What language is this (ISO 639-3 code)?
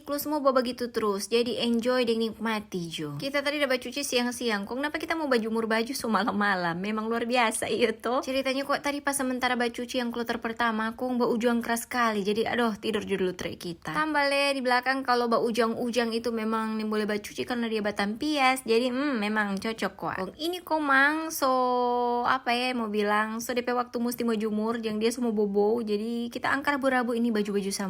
xmm